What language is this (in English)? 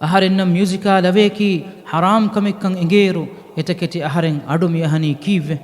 Divehi